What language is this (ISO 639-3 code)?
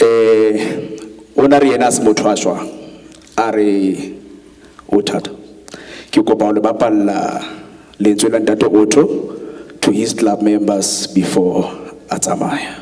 sot